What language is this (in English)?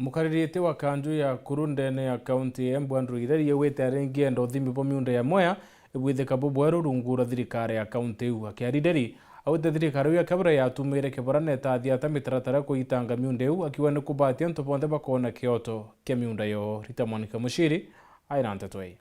Meru